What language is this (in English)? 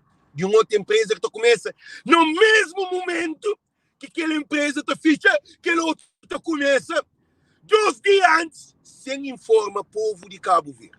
Kabuverdianu